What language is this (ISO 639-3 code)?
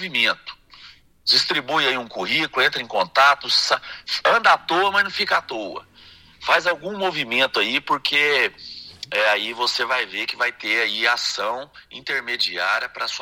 por